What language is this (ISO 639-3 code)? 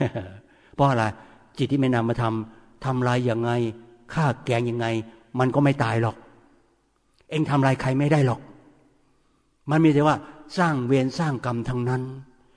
tha